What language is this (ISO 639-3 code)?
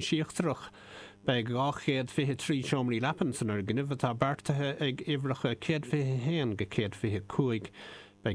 gle